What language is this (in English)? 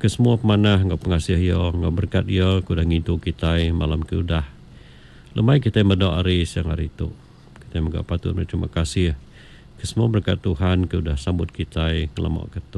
Iban